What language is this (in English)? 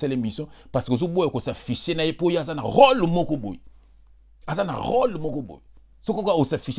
Lingala